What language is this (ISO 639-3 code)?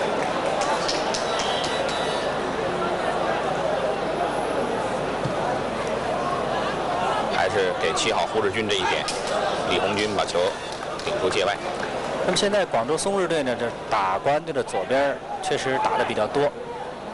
zho